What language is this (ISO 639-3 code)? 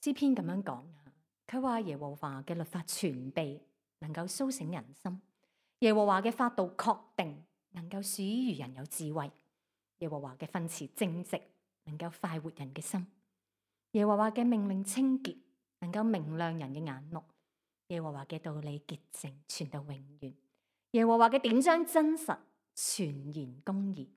yue